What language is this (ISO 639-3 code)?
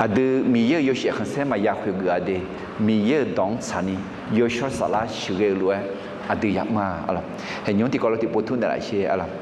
ahk